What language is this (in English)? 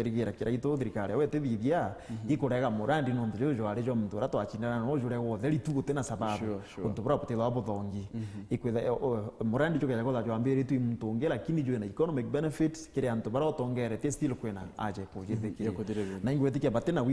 Meru